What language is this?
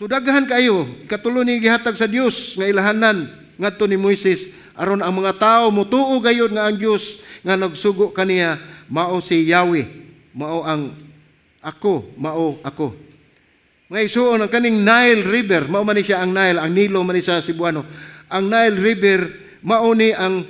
Cebuano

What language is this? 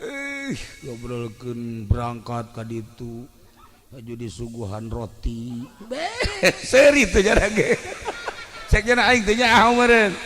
Sundanese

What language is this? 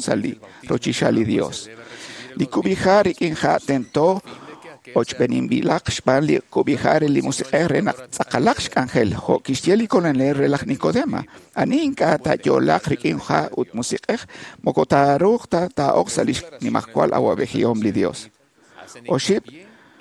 Kekchí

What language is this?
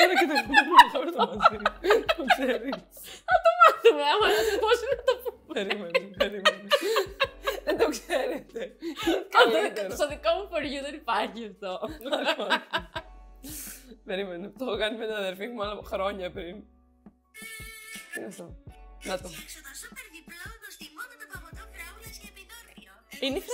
Greek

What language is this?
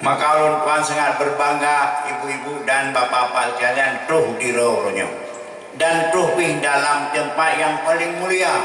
Achinese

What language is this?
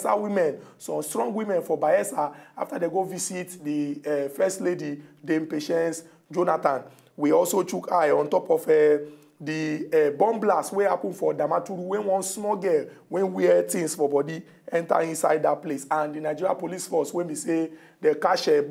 Nigerian Pidgin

